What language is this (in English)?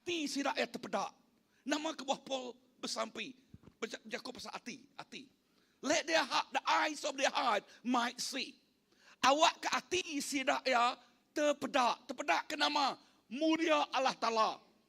Iban